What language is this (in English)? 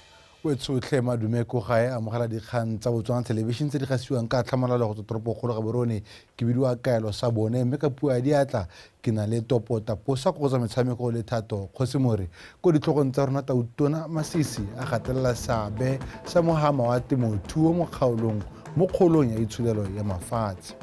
Tswana